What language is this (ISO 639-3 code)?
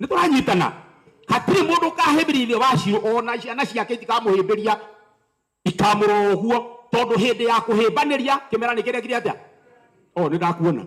kik